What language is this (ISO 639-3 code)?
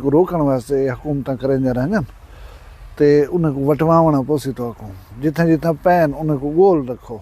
skr